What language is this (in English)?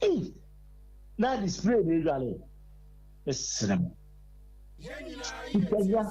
Akan